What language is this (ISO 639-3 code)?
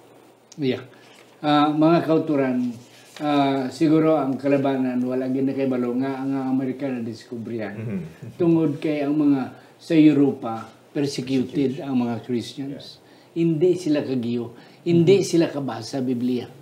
hil